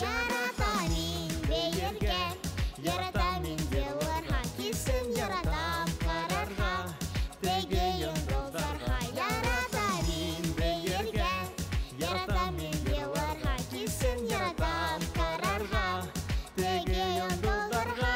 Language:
Bashkir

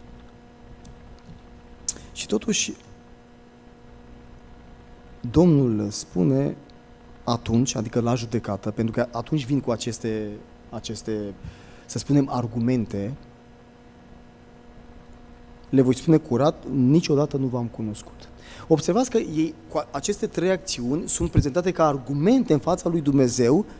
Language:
Romanian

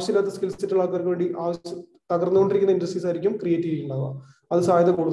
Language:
Malayalam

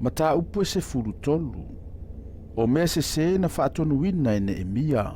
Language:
Samoan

